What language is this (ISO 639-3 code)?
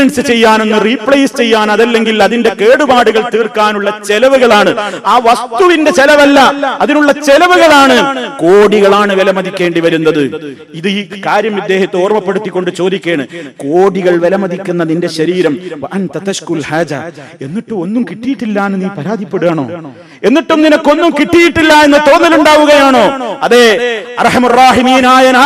mal